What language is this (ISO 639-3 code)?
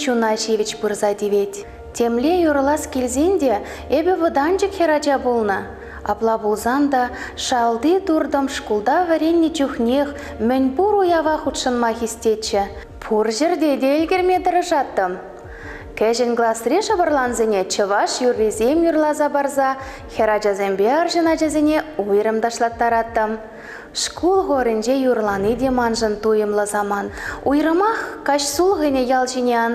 chv